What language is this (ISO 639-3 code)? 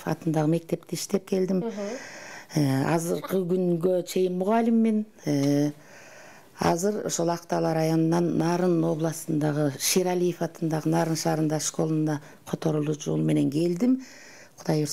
kir